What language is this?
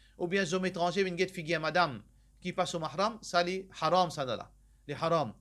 Morisyen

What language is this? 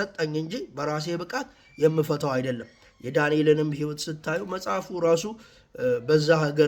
Amharic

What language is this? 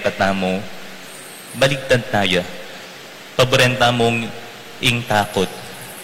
Pampanga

